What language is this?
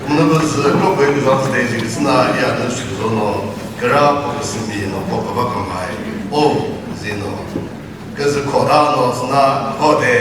Chokri Naga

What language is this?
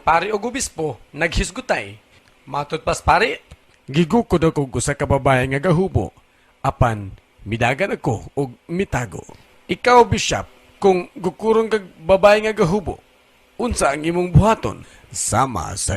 Cebuano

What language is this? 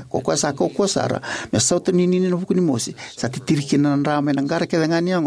Fijian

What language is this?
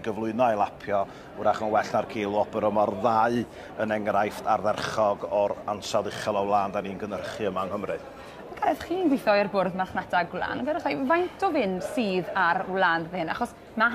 Welsh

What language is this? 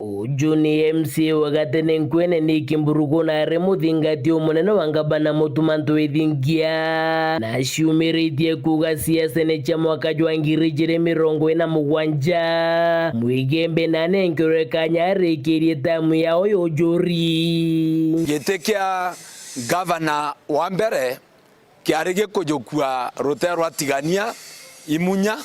Meru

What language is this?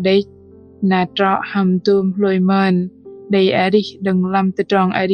Bahnar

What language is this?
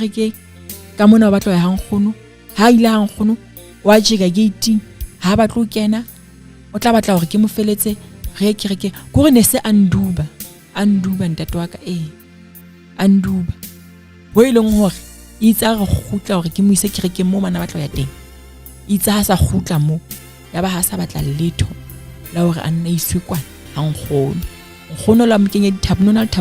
Southern Sotho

